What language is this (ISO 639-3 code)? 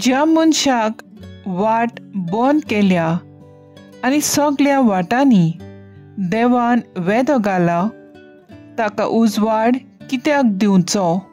kok